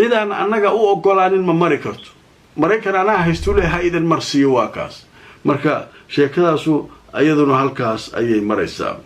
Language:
Somali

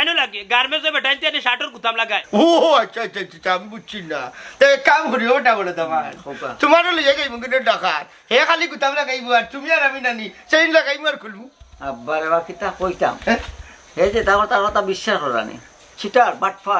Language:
Sylheti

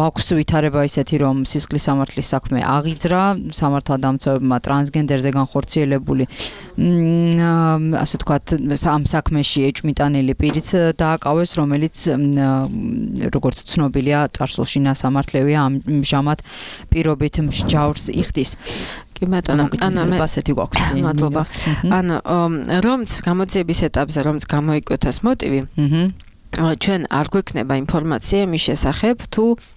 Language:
Georgian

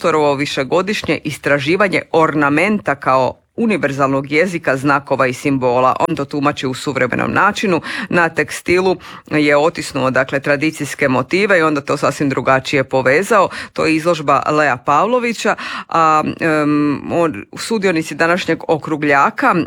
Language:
Croatian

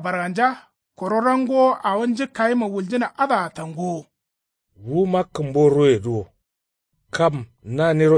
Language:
Kanuri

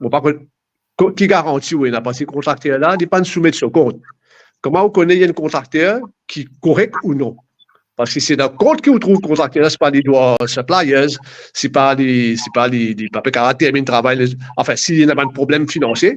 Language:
Morisyen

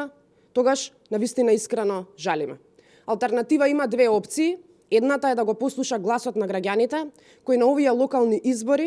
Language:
Macedonian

